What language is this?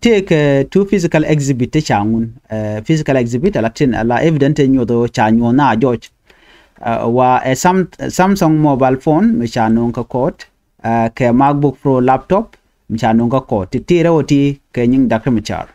Nuer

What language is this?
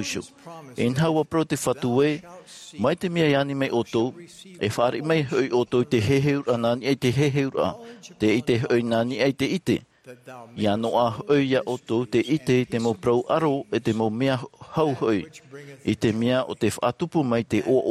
Tahitian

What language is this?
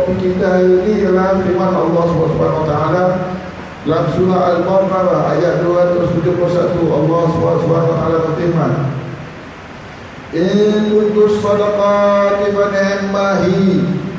Malay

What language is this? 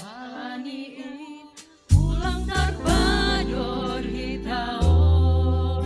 Batak Simalungun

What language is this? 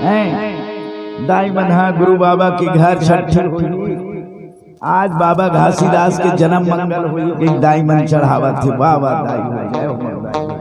Chhattisgarhi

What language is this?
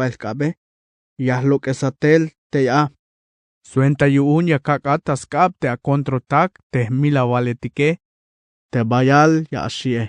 Tzeltal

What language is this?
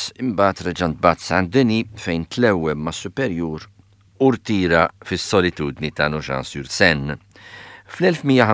Maltese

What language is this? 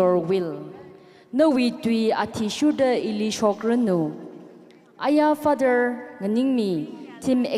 Tangkhul Naga (India)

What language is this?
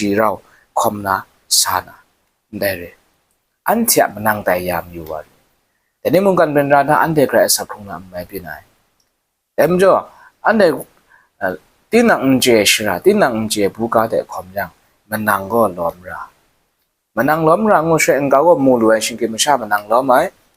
Kachin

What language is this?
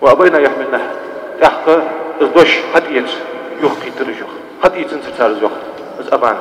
Ingush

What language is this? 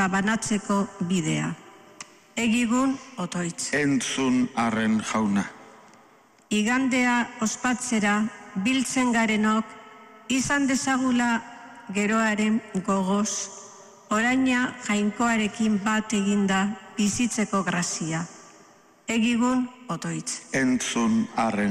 Basque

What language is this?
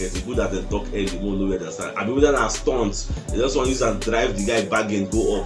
Nigerian Pidgin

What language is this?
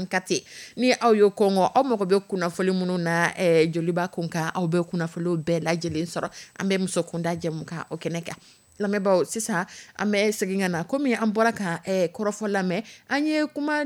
Dyula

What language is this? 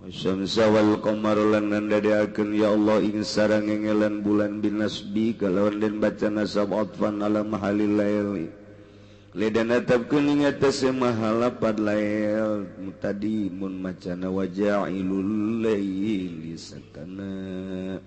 Sundanese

